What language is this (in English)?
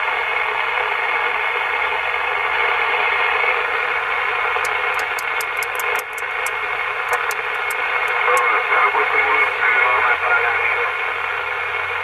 French